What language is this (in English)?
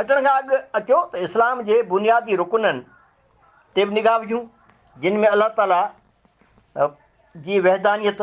Sindhi